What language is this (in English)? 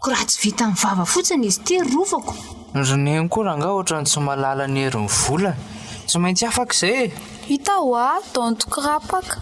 Malagasy